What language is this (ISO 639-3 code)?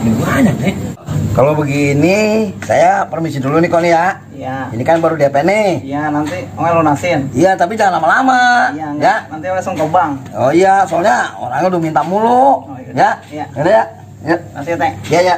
bew